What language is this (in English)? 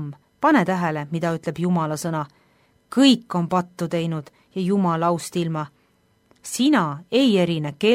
Estonian